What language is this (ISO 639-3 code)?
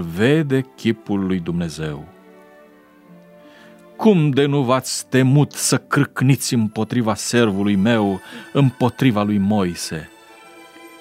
ron